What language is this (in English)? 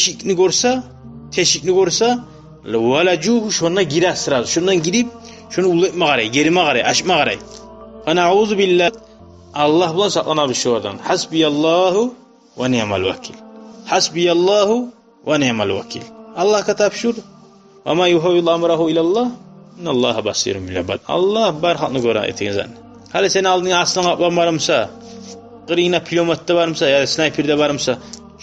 Kumyk